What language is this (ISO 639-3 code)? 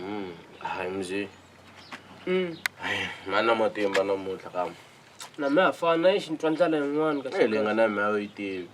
tso